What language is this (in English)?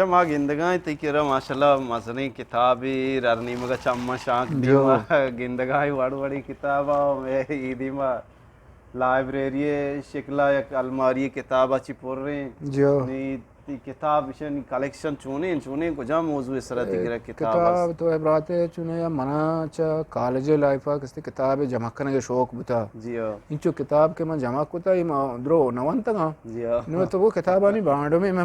Eastern Balochi